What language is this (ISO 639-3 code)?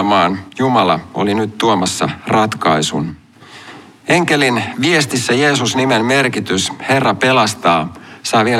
fin